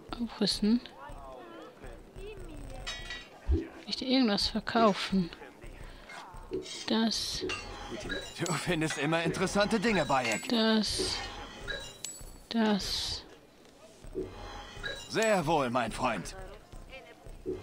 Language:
German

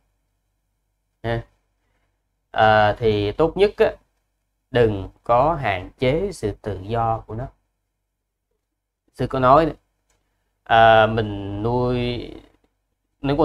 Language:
Vietnamese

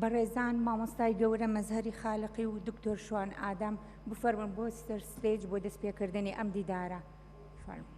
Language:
Central Kurdish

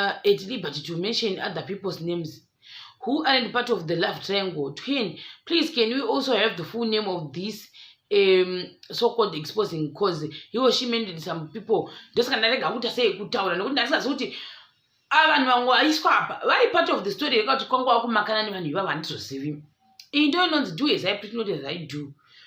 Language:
Shona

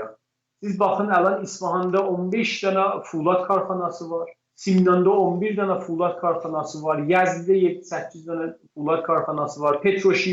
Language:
South Azerbaijani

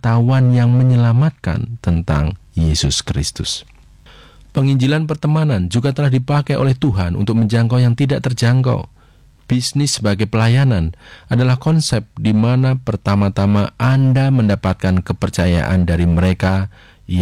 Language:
Indonesian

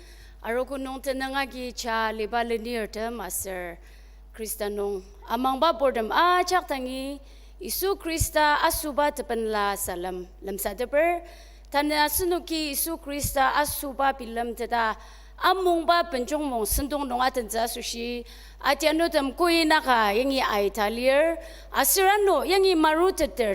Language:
Ao Naga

